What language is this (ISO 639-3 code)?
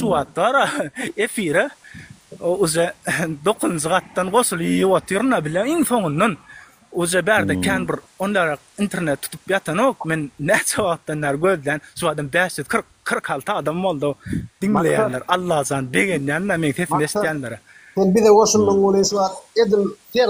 tuk